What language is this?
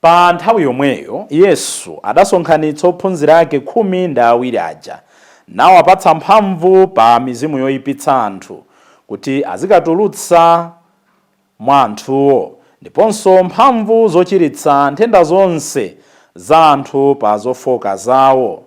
Nyanja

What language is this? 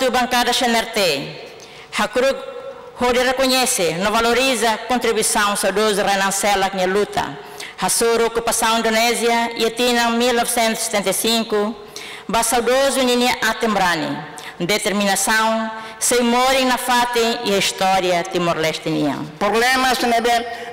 Tetum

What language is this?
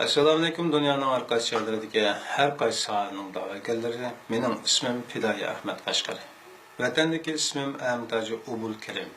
Uyghur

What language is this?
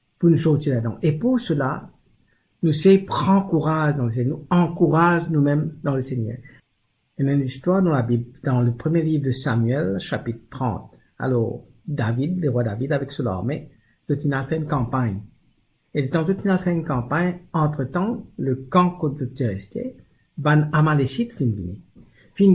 Morisyen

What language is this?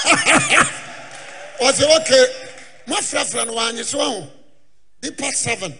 Akan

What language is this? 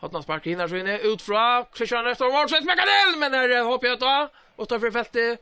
Faroese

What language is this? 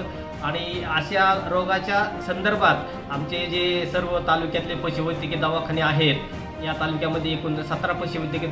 Marathi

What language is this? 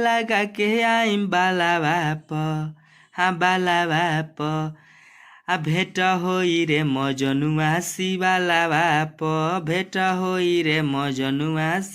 Bhojpuri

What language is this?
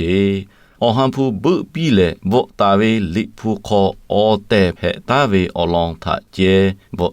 Lahu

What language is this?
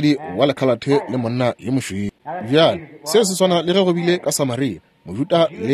Northern Sotho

